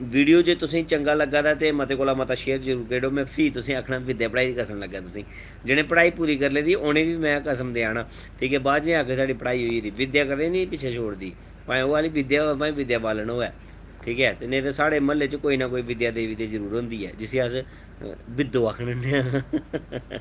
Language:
Dogri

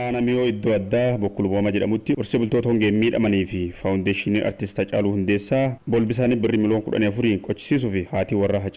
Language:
Oromo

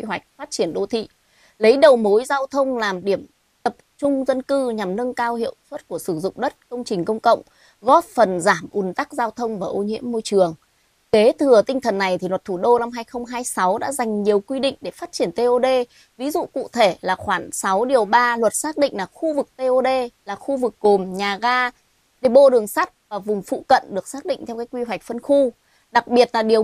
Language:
Vietnamese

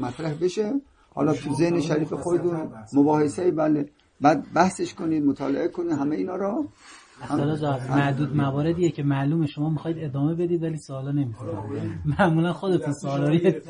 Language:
Persian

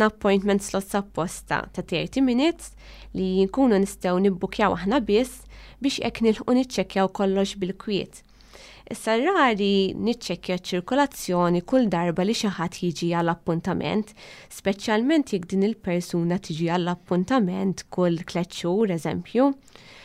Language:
Maltese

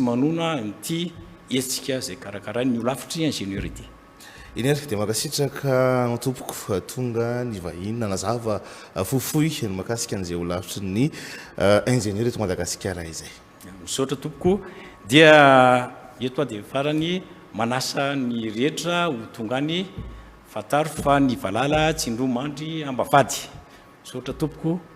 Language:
Malagasy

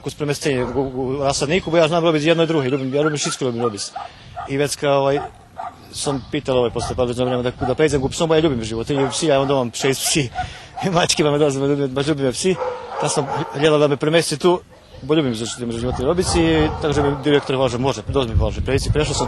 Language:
Rusyn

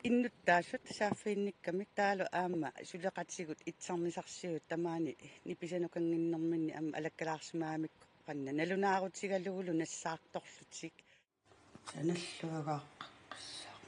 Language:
Kalaallisut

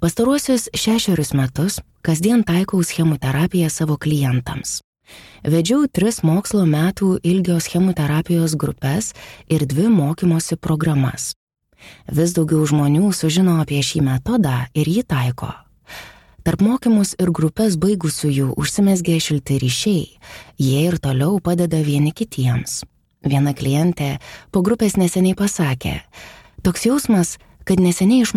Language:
Lithuanian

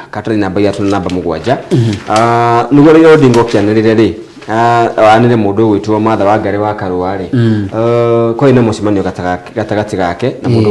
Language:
Kikuyu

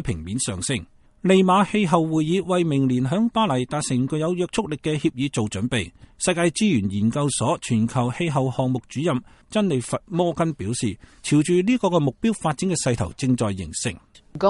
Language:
Cantonese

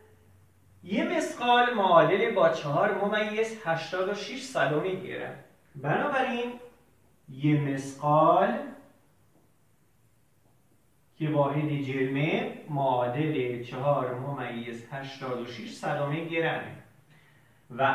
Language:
Persian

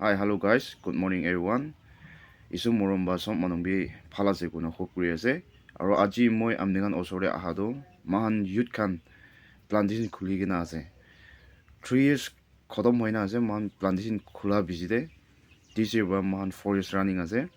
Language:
Naga Pidgin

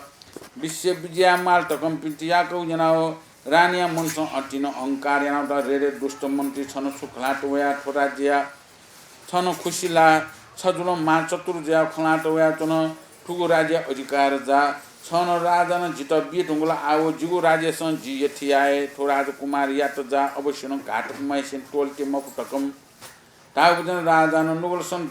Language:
Newari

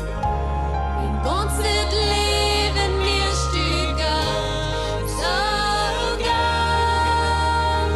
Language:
Plautdietsch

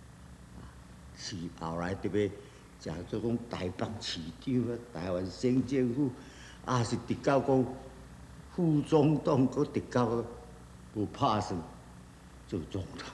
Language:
Min Nan Chinese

